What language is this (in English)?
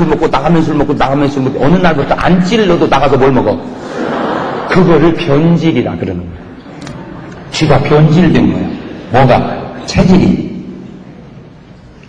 Korean